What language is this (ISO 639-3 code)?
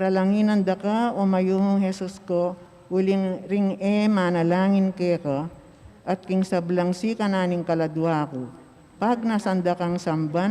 pam